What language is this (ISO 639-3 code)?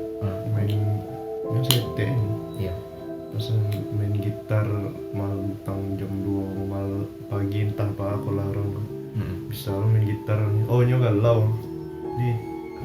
min